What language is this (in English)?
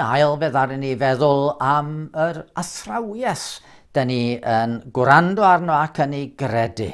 Welsh